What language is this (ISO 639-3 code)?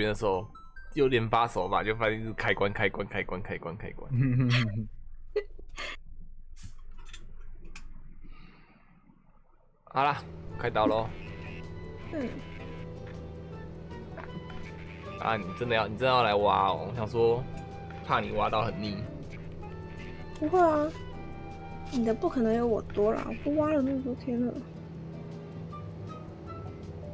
zho